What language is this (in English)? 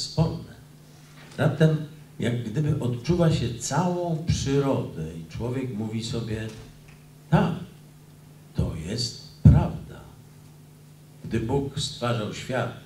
Polish